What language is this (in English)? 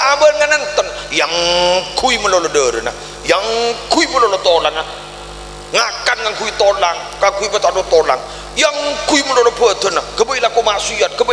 Madurese